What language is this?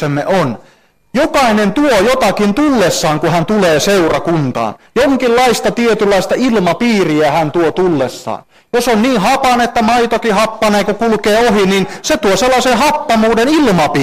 Finnish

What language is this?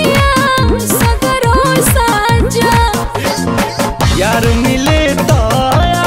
Bhojpuri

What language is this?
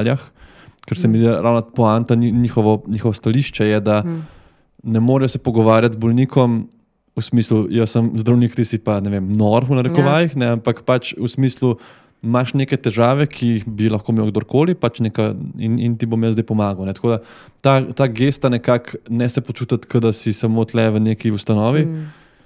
Slovenian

